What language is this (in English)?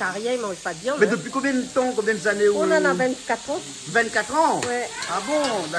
Réunion Creole French